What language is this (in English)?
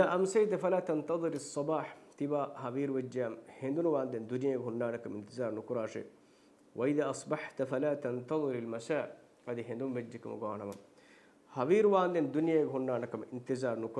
Divehi